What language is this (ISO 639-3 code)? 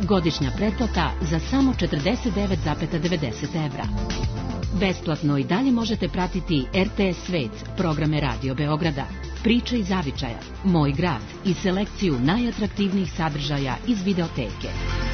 srp